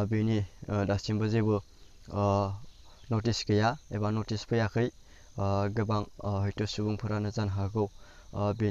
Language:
Bodo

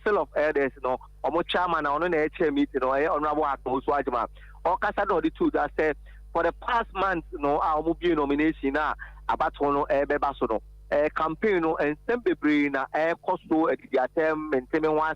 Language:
Akan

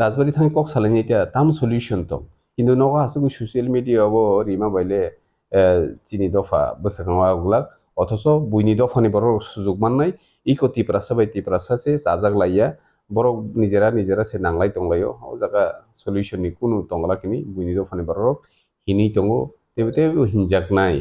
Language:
Kok Borok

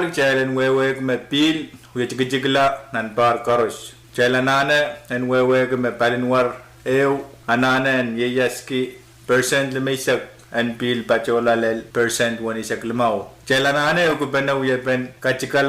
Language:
Pohnpeian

